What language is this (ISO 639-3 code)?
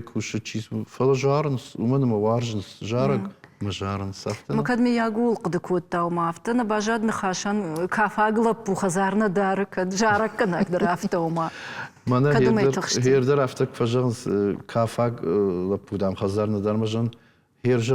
oss